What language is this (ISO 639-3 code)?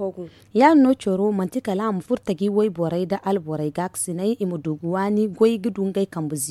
dje